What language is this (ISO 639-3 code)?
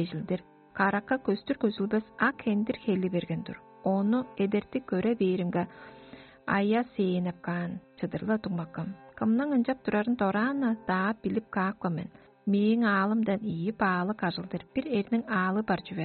tyv